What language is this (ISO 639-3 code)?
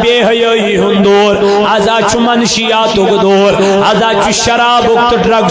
kas